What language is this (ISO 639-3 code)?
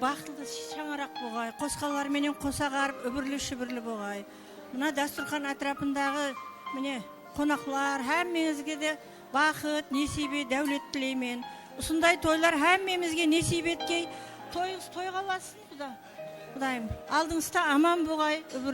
kaa